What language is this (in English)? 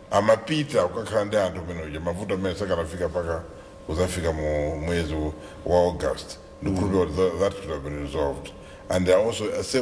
Nyanja